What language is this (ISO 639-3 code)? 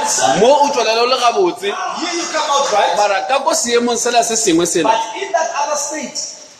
nso